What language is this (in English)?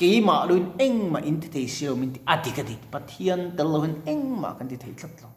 Mizo